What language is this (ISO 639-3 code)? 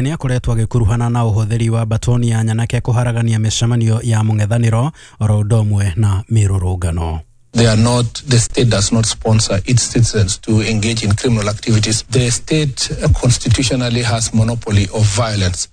kik